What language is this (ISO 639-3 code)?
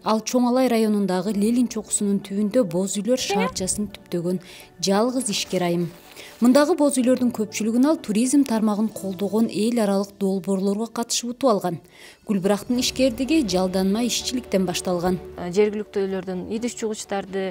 kir